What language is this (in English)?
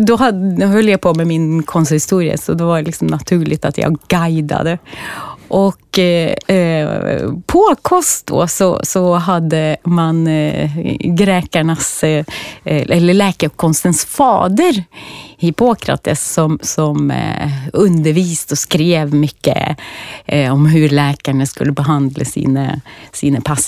Swedish